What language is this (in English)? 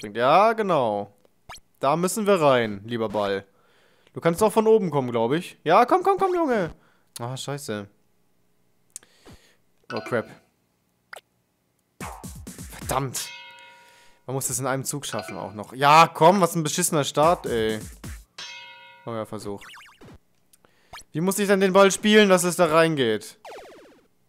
German